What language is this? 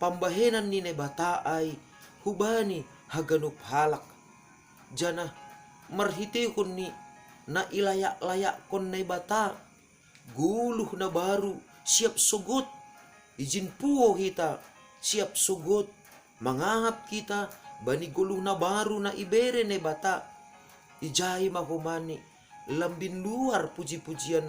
Batak Simalungun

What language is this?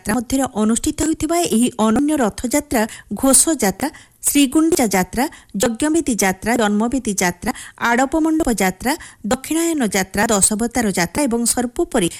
Odia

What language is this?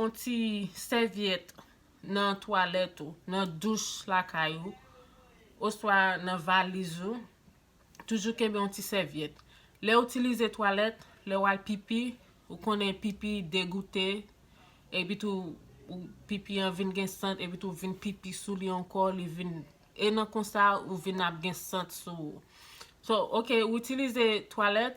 Haitian Creole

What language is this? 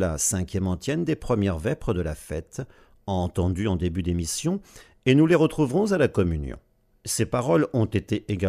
French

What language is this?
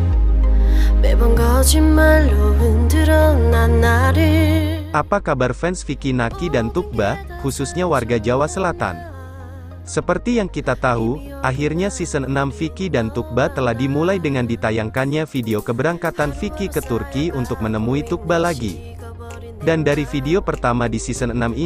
Indonesian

